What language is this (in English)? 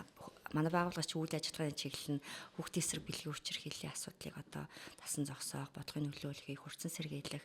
Mongolian